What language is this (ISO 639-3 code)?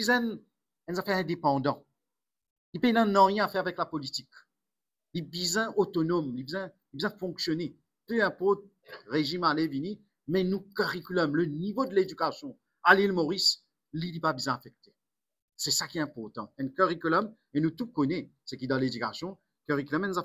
mfe